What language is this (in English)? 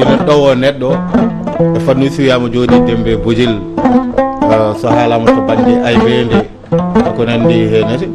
Fula